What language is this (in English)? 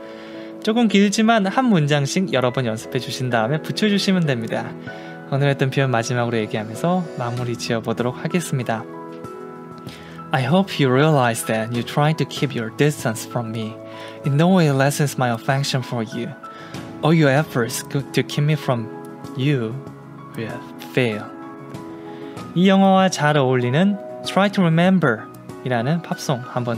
Korean